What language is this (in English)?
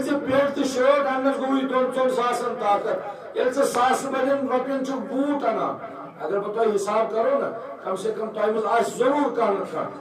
Kashmiri